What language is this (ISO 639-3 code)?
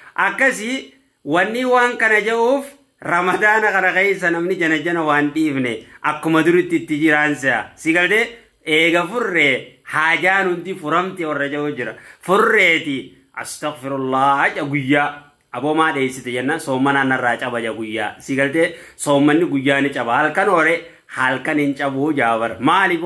orm